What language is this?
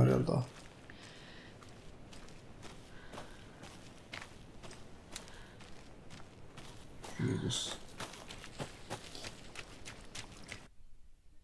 Italian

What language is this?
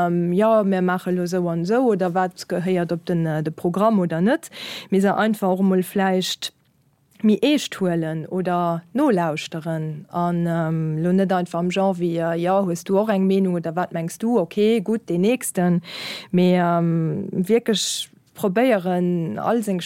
Luxembourgish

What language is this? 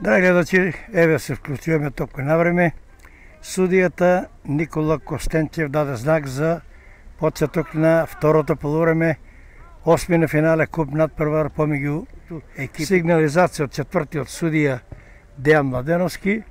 Macedonian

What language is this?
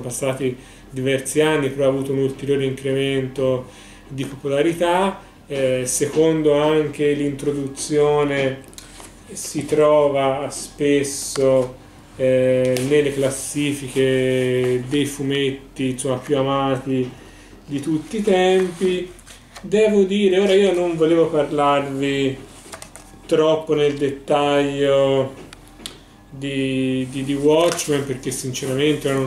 Italian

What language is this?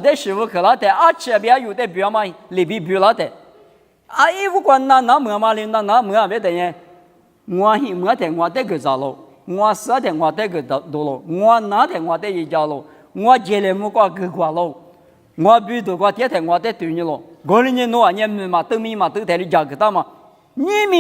Lisu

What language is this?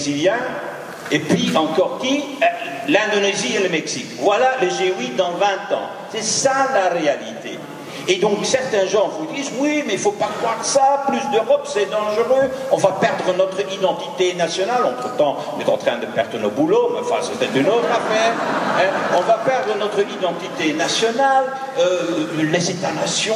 French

